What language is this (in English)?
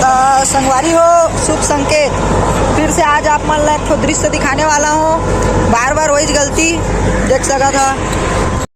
Chhattisgarhi